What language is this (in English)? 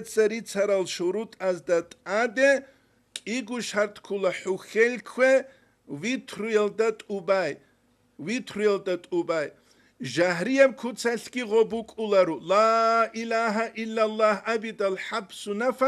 Avaric